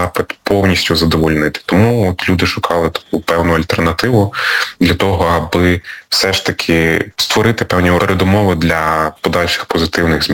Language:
Ukrainian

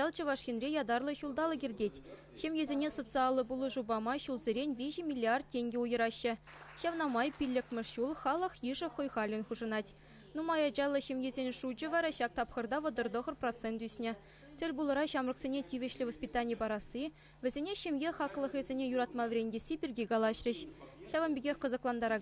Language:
Chuvash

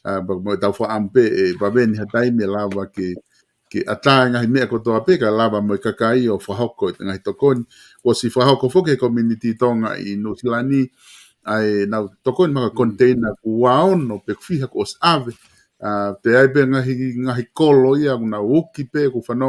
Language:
Tongan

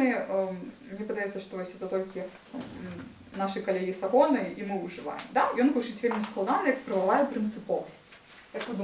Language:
Belarusian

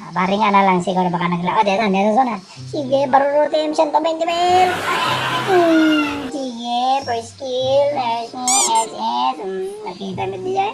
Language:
Iloko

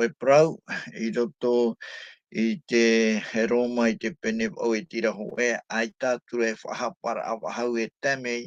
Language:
Tahitian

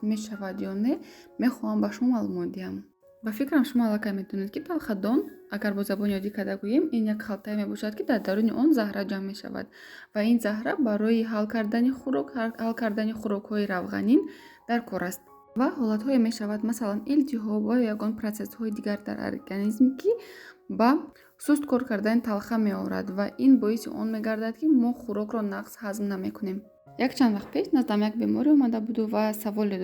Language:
Tajik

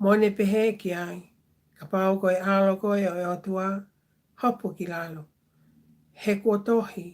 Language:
Tongan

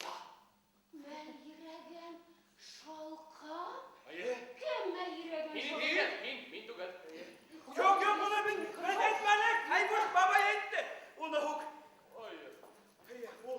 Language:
Bashkir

